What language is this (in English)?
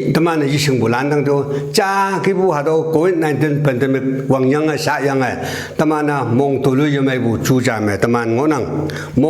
Konyak Naga